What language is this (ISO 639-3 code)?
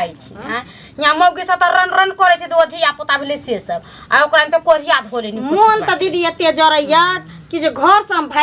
mai